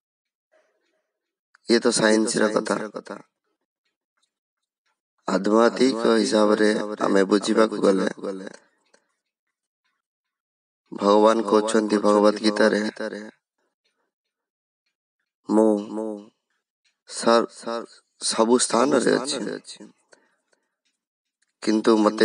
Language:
Odia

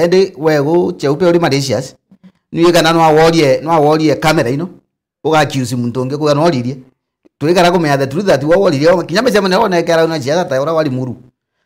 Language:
Meru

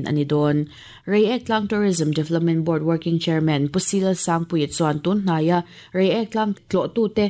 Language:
Mizo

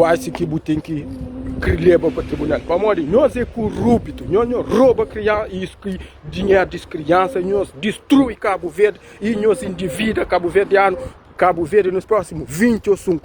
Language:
Kabuverdianu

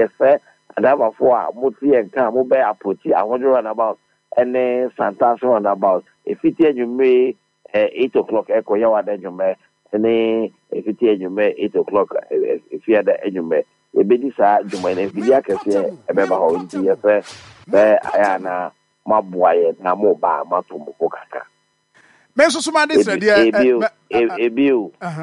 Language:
Akan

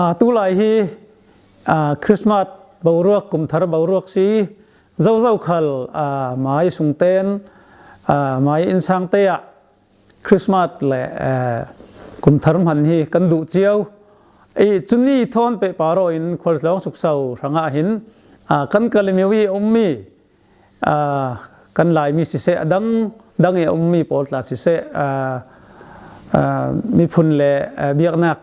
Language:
Falam Chin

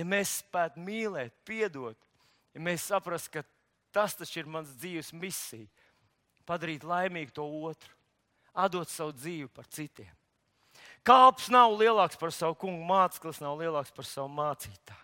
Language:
Latvian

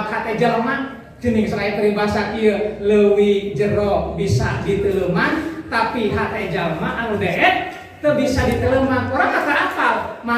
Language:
Sundanese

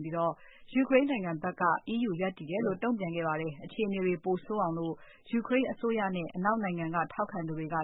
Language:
Burmese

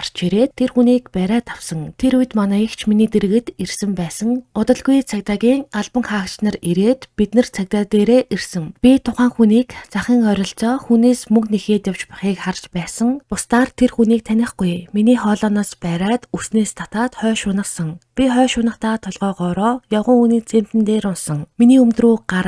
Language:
Mongolian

